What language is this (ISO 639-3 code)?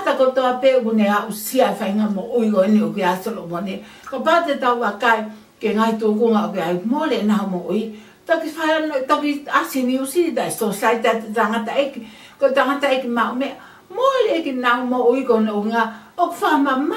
ton